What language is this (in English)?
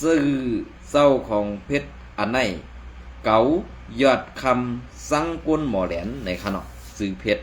Shan